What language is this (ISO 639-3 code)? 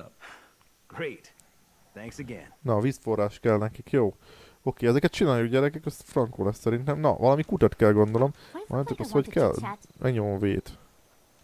hun